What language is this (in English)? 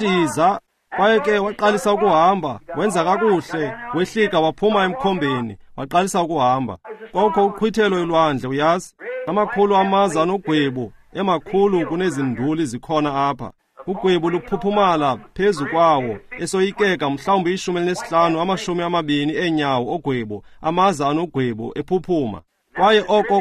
Xhosa